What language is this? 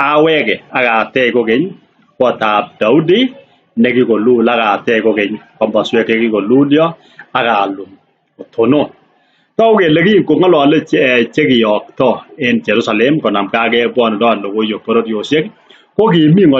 Kalenjin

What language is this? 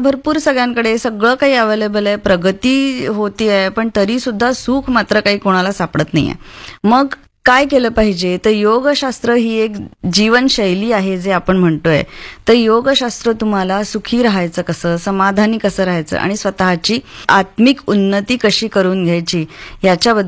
Marathi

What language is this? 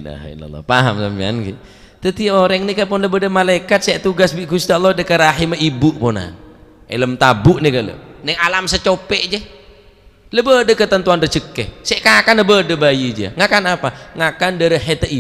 Madurese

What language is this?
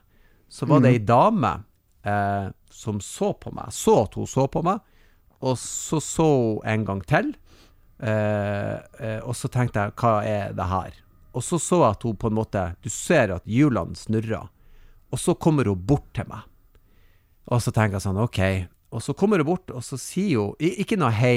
Norwegian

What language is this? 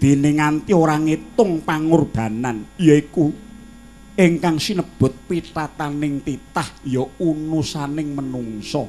Javanese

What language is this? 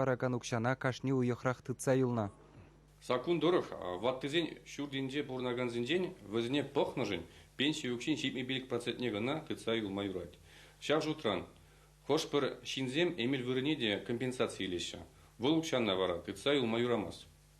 Chuvash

